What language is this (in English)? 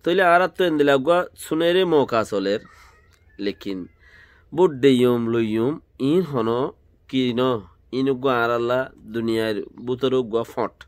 Rohingya